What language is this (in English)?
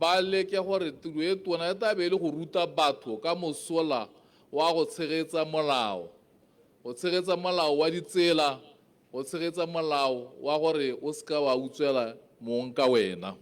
Tswana